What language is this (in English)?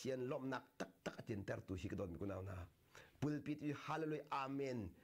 Hakha Chin